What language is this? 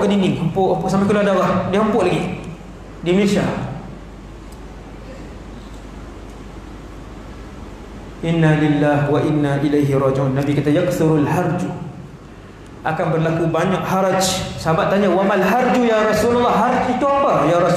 Malay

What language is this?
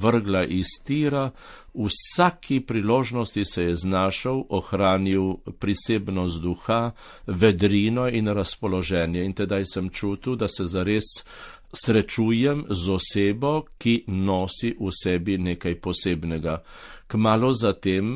Slovenian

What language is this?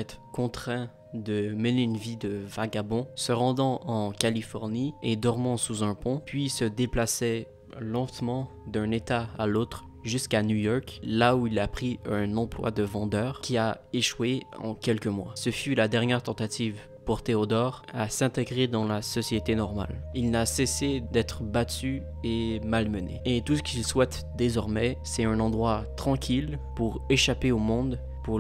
French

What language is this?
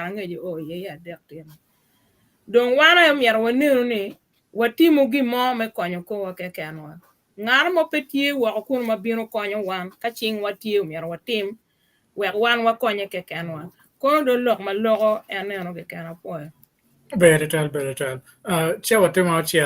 Acoli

